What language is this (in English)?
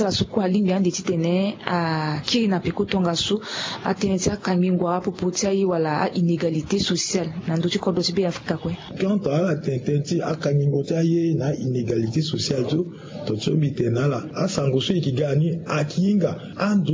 Sango